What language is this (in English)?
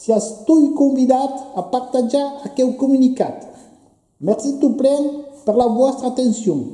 Occitan